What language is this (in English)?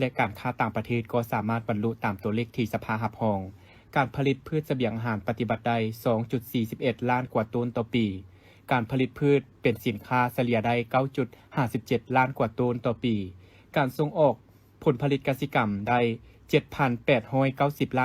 Lao